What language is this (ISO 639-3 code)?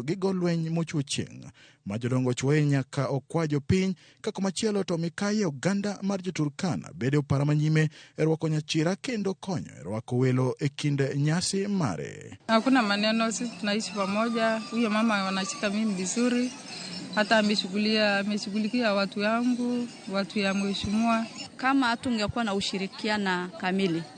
luo